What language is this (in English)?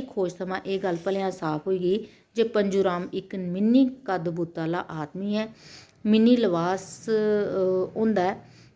Dogri